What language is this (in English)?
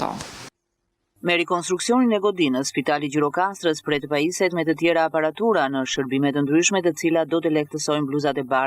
Albanian